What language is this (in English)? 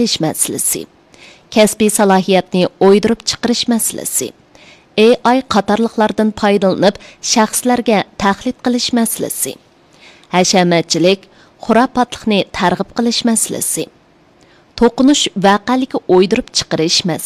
Uyghur